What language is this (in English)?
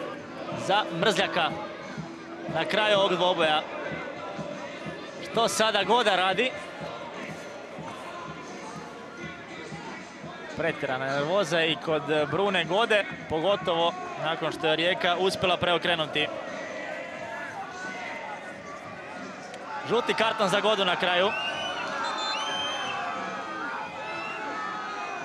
Croatian